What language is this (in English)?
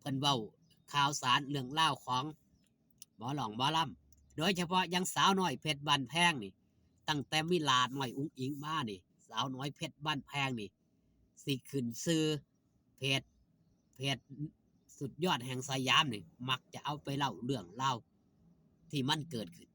Northeastern Thai